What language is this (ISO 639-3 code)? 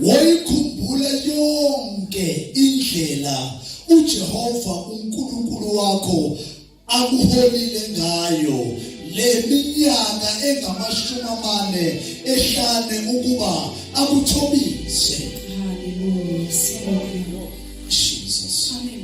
zul